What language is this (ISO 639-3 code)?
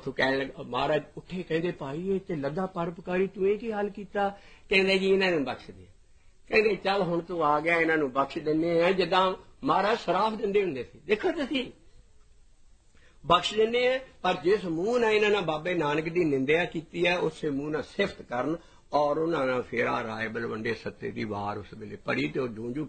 pan